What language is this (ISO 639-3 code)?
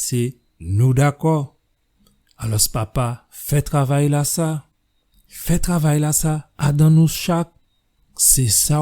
gcf